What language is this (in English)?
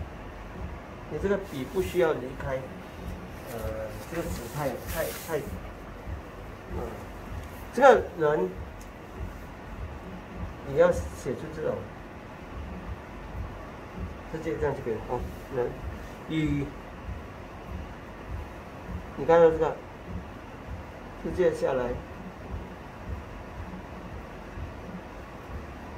Chinese